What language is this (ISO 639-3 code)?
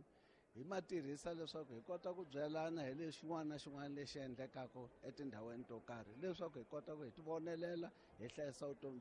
tso